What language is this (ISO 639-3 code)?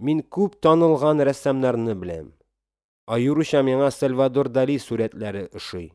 tat